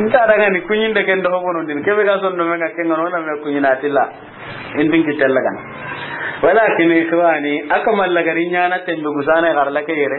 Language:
Soninke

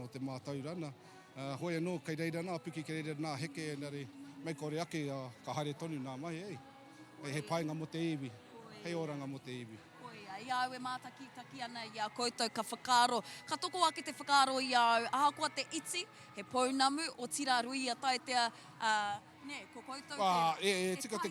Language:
Māori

